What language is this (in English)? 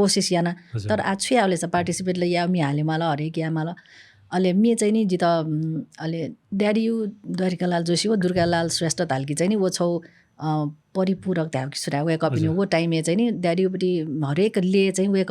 Newari